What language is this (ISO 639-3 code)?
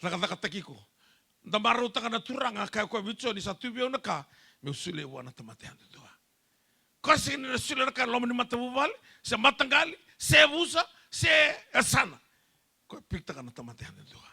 fij